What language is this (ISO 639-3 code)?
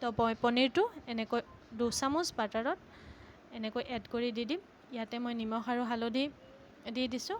asm